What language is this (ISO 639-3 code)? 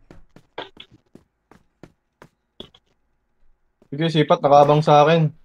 fil